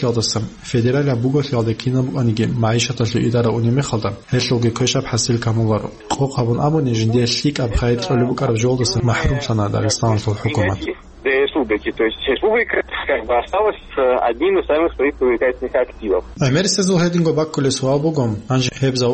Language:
Avaric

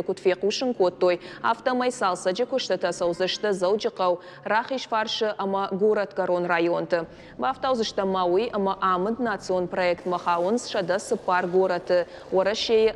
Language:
Ossetic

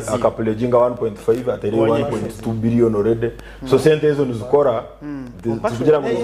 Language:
Nyankole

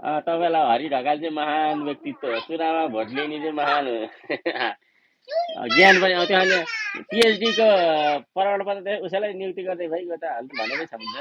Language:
Nepali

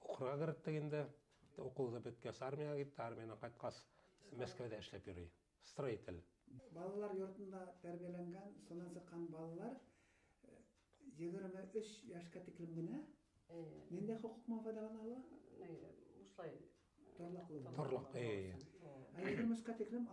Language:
Bashkir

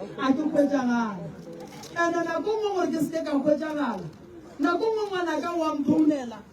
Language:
Northern Sotho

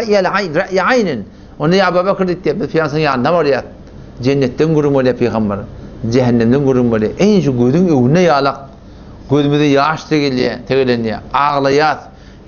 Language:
Turkmen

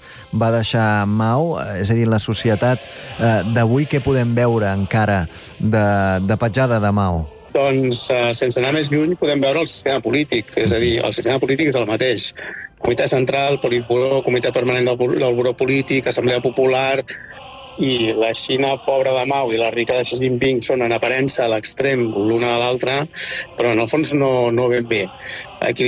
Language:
Catalan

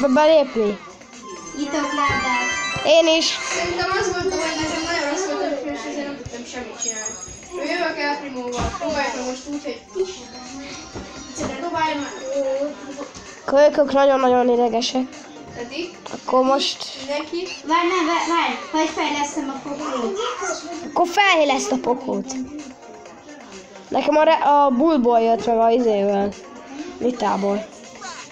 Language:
Hungarian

